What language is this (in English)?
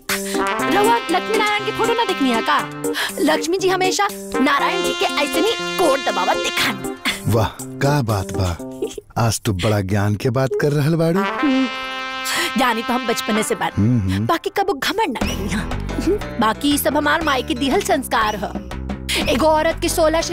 Bhojpuri